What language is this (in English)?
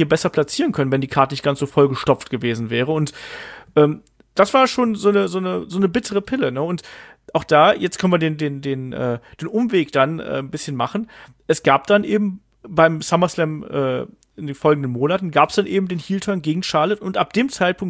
German